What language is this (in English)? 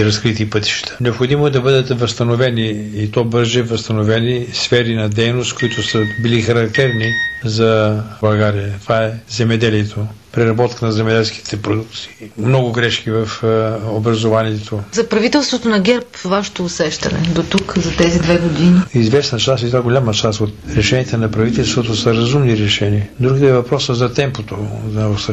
Bulgarian